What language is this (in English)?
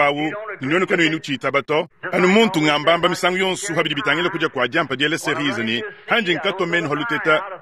Luba-Lulua